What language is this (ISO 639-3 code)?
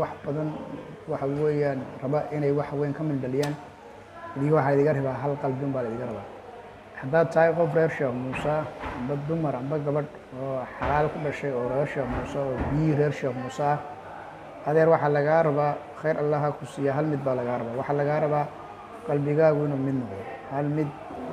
som